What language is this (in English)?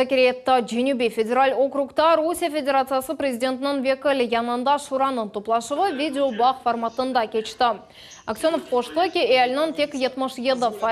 Crimean Tatar